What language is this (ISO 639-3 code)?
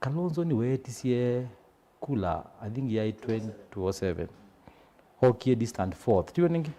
kam